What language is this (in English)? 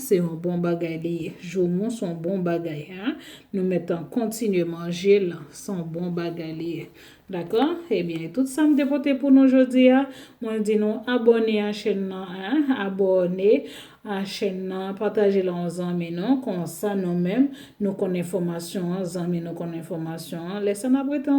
Haitian Creole